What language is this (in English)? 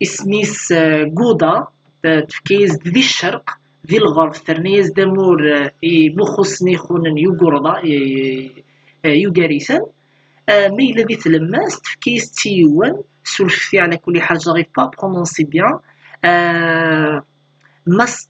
Kabyle